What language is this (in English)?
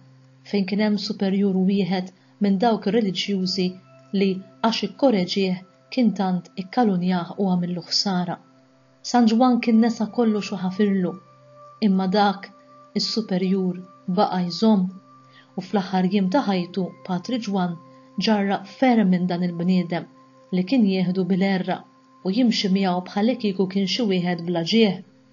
Maltese